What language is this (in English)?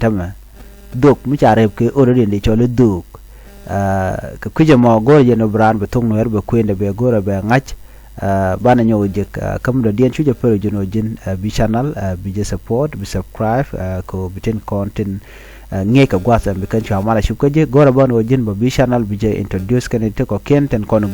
Nuer